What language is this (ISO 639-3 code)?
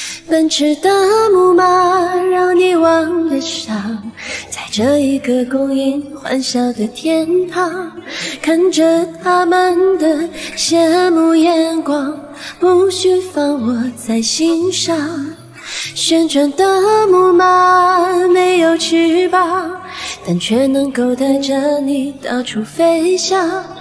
zho